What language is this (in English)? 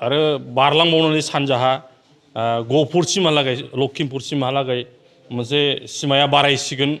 Bodo